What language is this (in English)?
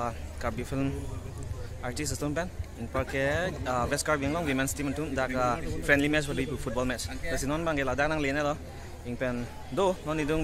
Karbi